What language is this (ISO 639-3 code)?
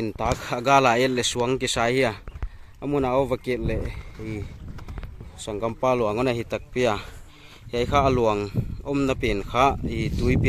pck